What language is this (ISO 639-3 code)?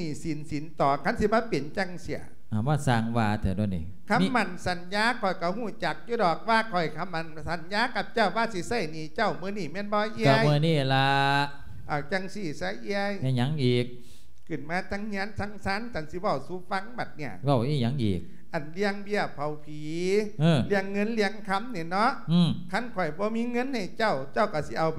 lao